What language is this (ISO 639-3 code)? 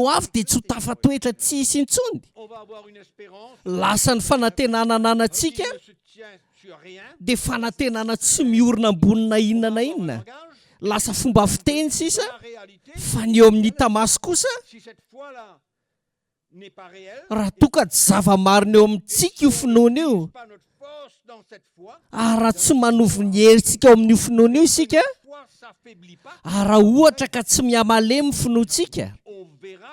mlg